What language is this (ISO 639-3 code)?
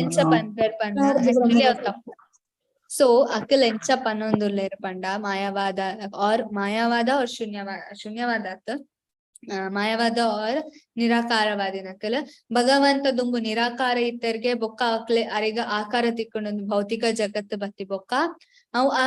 tcy